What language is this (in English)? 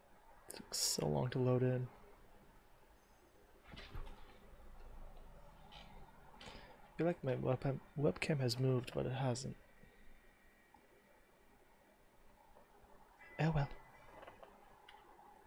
English